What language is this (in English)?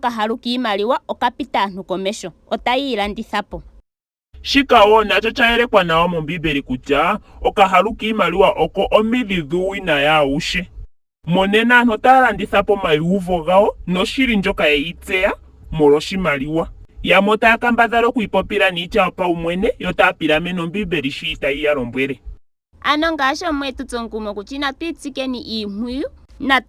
Ndonga